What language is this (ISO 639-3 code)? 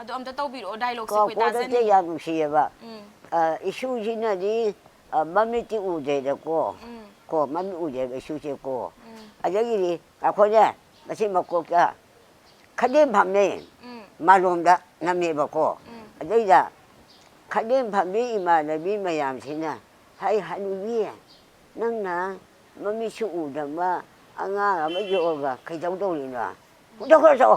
mni